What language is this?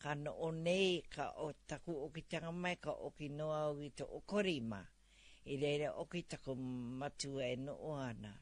Māori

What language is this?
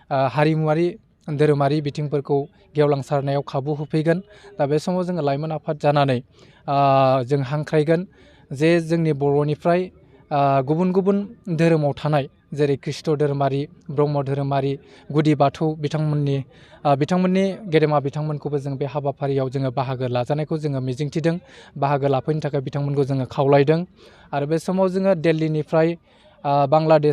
Bodo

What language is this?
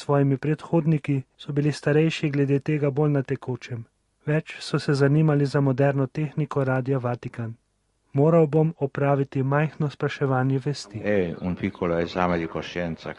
Slovenian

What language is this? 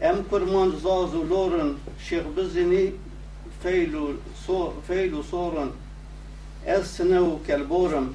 Kurdish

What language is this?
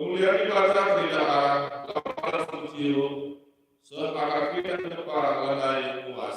Batak Karo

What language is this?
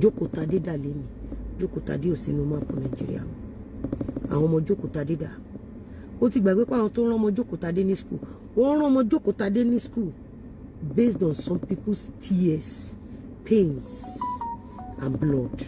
Yoruba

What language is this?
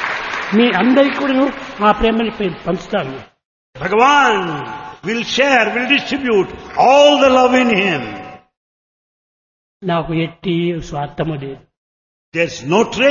Telugu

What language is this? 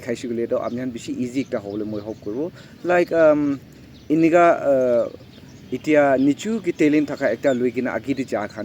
Naga Pidgin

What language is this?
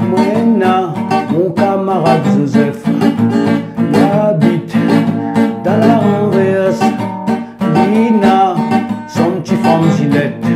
Réunion Creole French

